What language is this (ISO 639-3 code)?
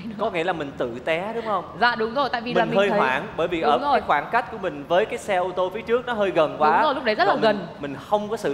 vie